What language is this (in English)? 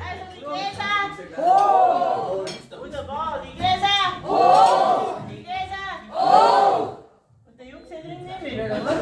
Bavarian